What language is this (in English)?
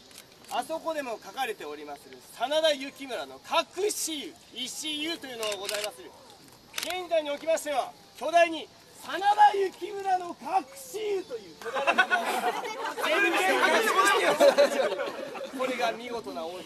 Japanese